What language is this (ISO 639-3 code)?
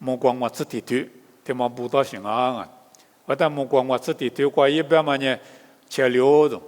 lis